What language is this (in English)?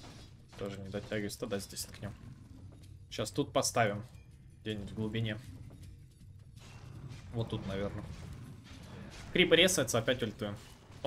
Russian